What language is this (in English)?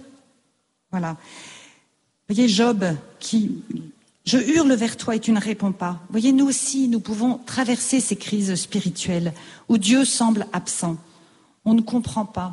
French